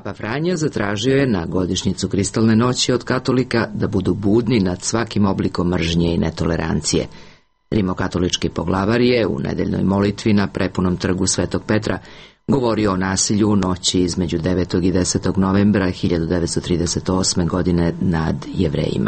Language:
Serbian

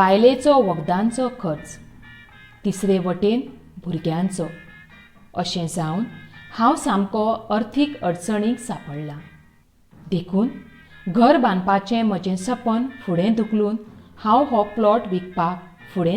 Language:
Konkani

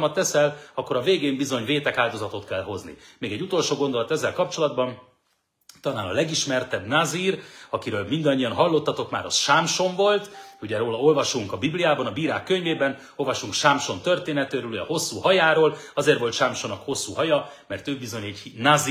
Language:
Hungarian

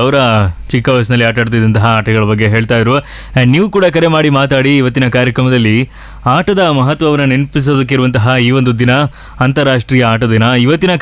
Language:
Kannada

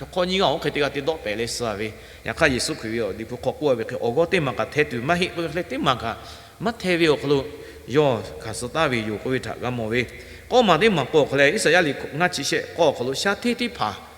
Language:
Lahu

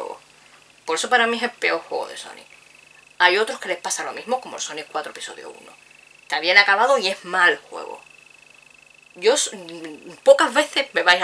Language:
Spanish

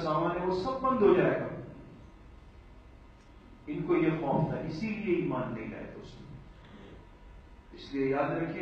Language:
Urdu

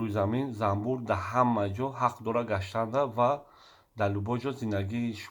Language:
Tajik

